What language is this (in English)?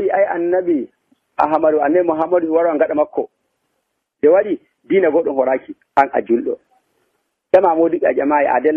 Nigerian Fulfulde